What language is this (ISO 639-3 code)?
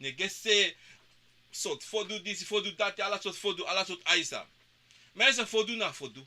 srn